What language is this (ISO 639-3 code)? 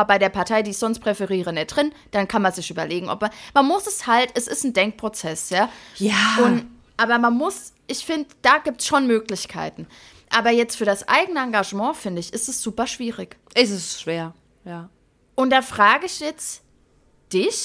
deu